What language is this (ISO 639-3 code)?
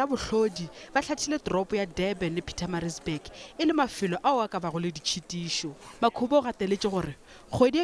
nso